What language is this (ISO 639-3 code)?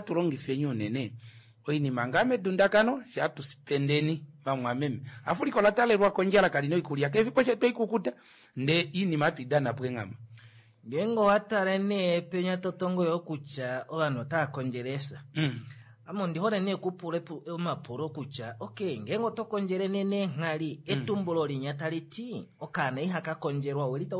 kua